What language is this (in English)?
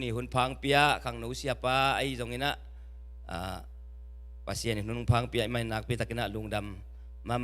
Tedim Chin